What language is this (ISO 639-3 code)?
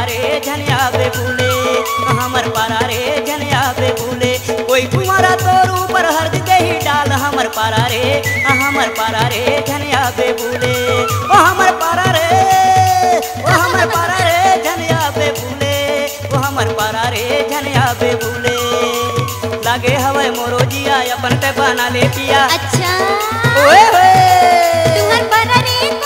hne